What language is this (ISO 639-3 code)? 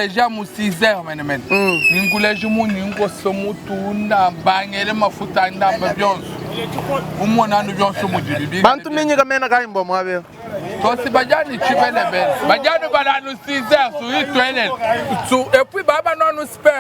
lua